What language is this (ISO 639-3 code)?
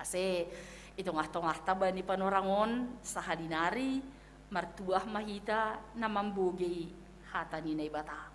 bts